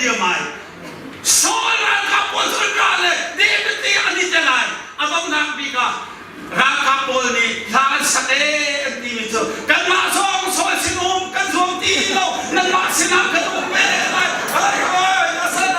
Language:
Hakha Chin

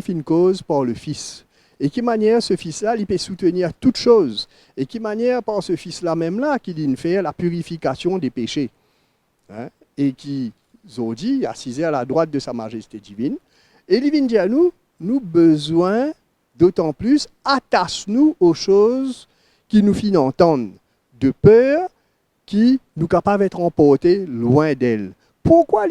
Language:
Morisyen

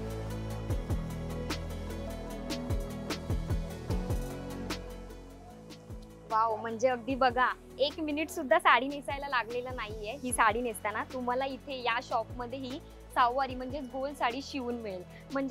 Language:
Marathi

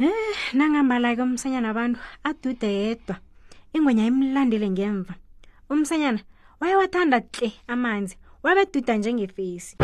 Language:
South Ndebele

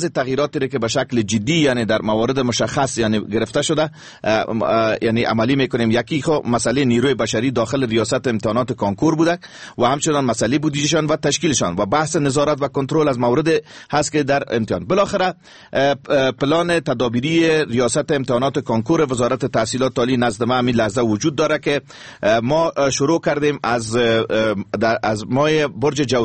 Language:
Persian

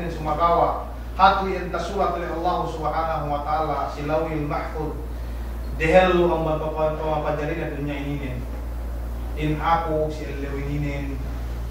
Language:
Yakan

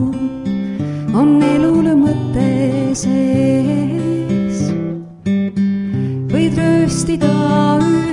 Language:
Estonian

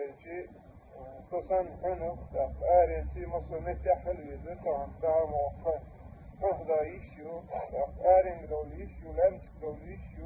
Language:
Chechen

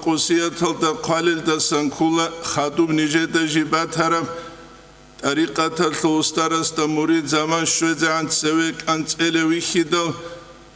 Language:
Avaric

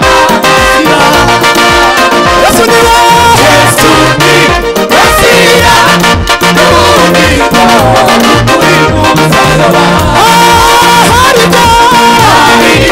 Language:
Kinyarwanda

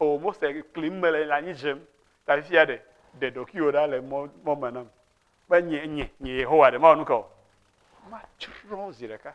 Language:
Ewe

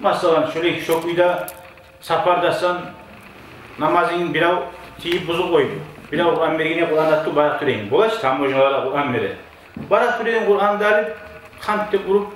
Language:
Kumyk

